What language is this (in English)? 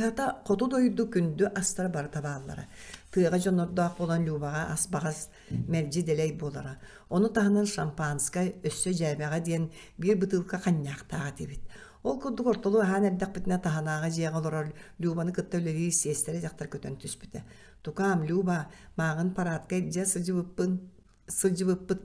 Yakut